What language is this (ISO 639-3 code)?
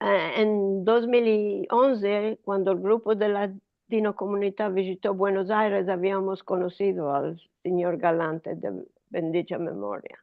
lad